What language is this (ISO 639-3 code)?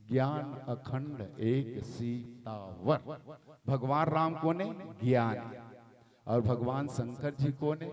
hne